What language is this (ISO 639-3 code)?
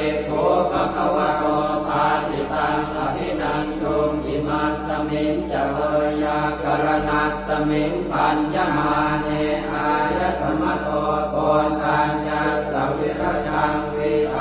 pli